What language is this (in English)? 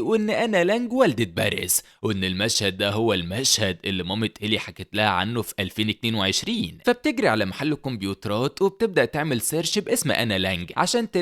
Egyptian Arabic